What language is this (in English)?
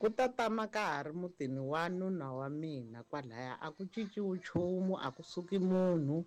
Tsonga